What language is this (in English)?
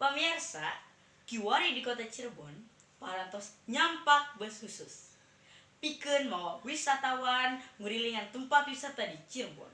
Sundanese